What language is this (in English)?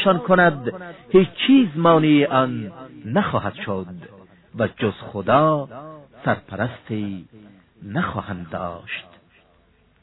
Persian